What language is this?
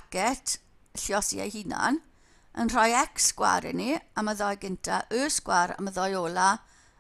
Welsh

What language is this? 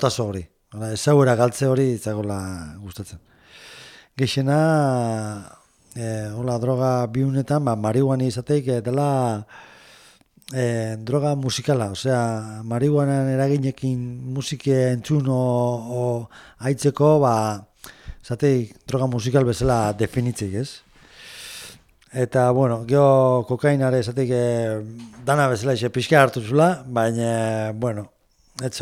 Basque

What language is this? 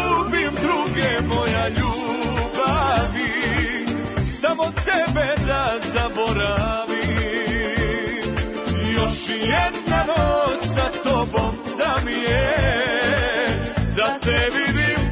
Serbian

